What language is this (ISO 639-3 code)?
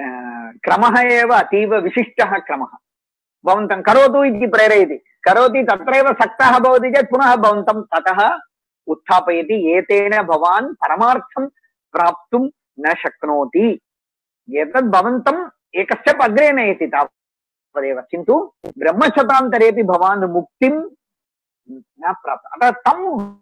san